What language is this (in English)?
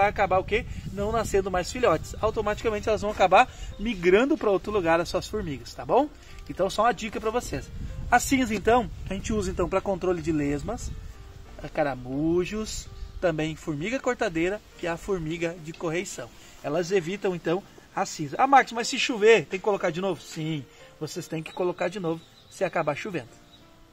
Portuguese